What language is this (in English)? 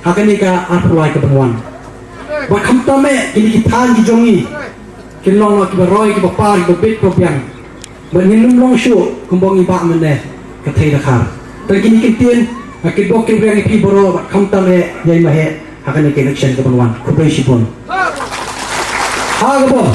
Khasi